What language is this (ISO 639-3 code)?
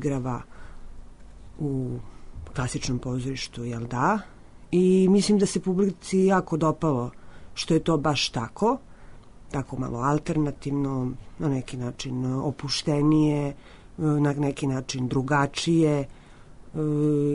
srp